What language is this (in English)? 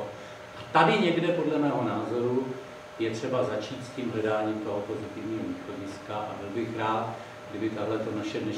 Czech